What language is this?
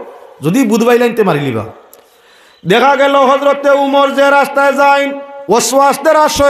Sylheti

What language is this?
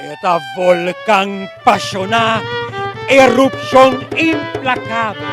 Papiamento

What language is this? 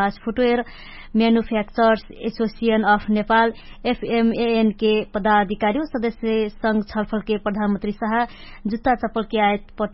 Dangaura Tharu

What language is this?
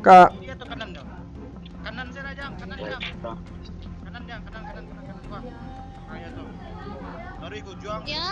Minangkabau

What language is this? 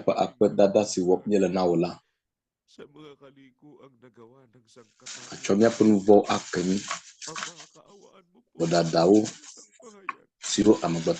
Ewe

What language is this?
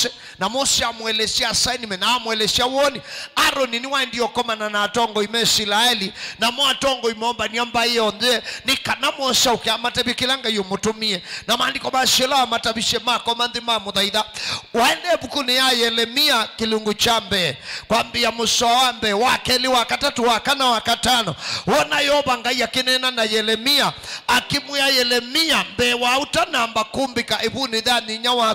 Kamba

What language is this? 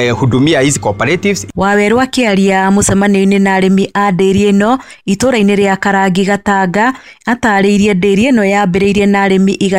Kikuyu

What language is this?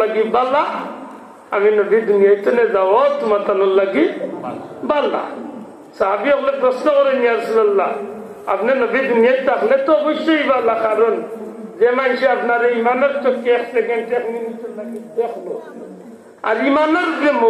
Sylheti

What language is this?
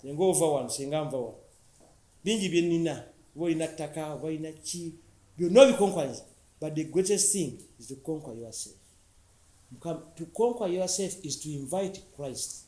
Ganda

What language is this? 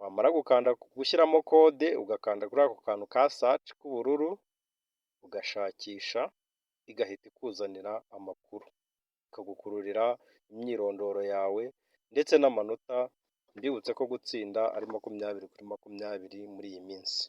Kinyarwanda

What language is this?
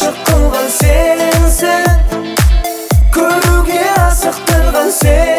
Kazakh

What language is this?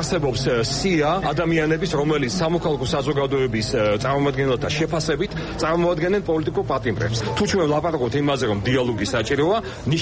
Georgian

